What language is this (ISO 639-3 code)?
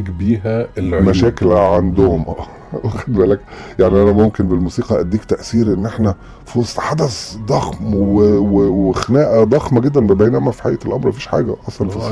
arz